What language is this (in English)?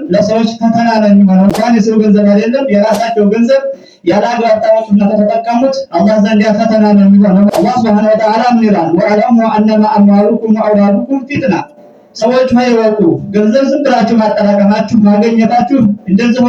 Amharic